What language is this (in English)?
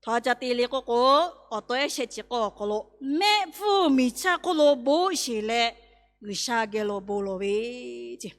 Lahu